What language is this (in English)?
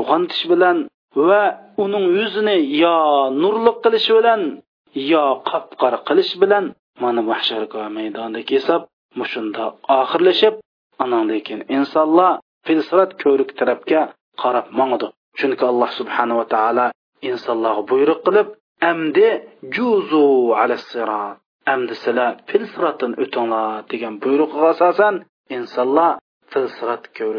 Uyghur